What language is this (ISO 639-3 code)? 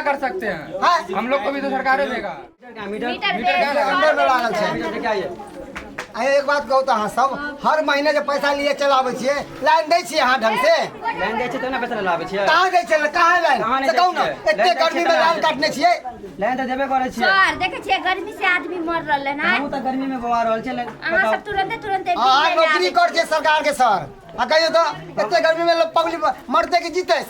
mai